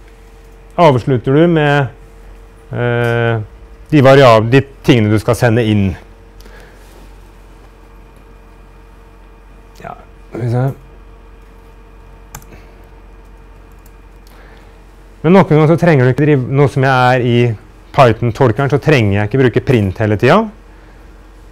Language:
Norwegian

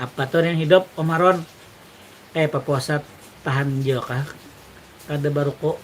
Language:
Banjar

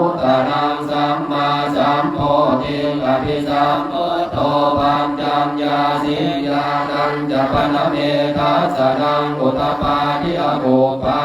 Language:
Pali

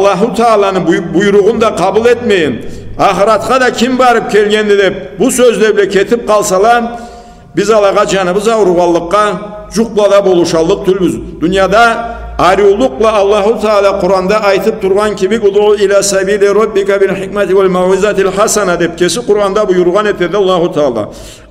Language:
Karachay-Balkar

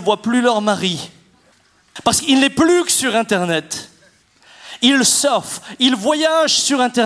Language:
French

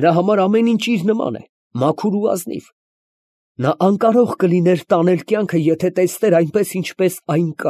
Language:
Armenian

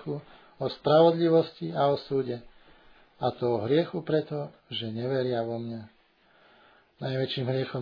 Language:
Slovak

